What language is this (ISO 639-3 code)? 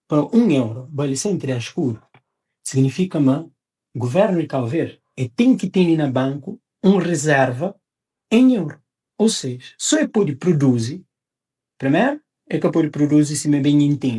kea